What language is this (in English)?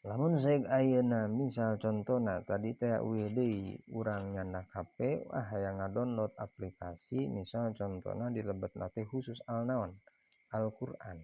Sundanese